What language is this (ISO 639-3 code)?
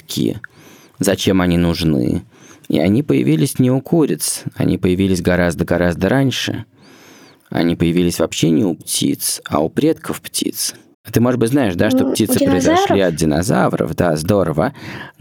rus